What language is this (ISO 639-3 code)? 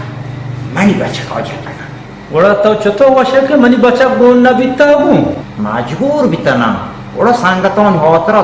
bal